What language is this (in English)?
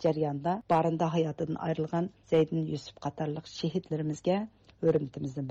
Uyghur